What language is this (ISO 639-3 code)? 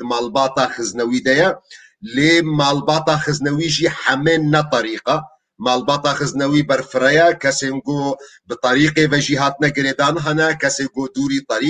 kur